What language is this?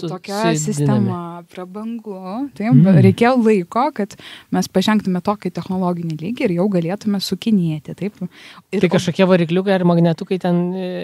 Lithuanian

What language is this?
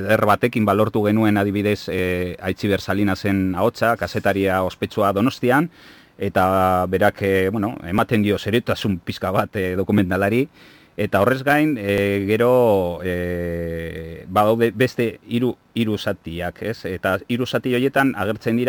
Basque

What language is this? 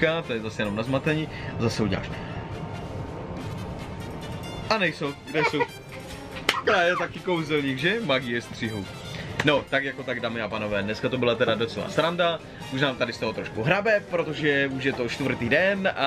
Czech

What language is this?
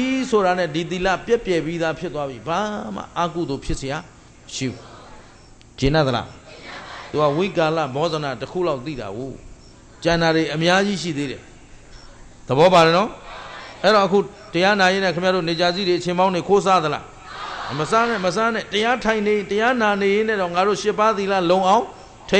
Burmese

